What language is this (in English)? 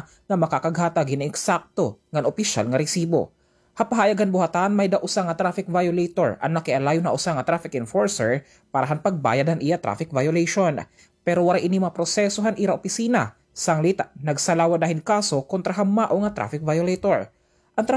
Waray